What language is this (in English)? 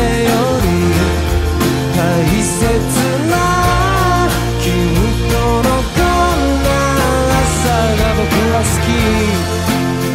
Japanese